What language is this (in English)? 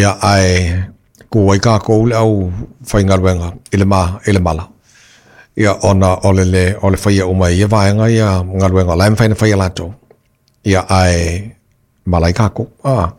Samoan